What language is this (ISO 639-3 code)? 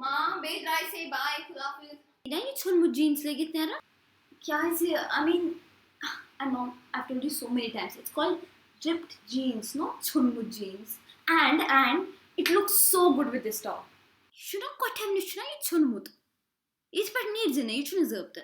kas